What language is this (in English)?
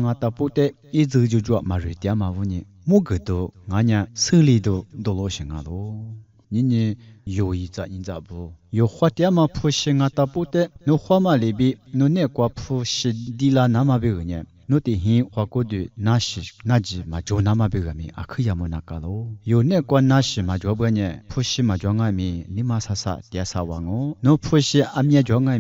Lisu